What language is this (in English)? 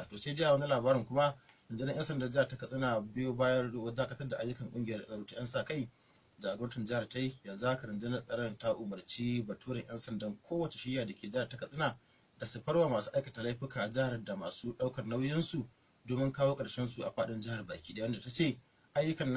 Hausa